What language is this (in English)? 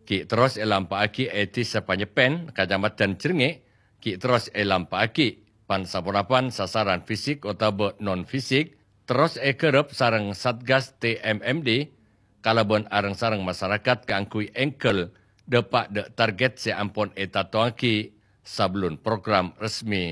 Madurese